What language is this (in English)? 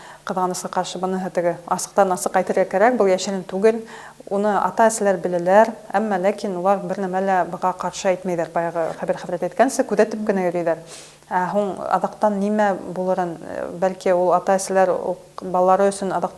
Bashkir